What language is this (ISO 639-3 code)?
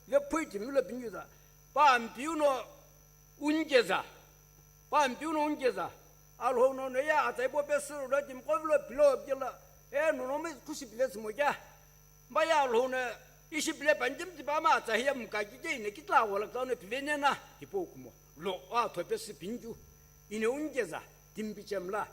nsm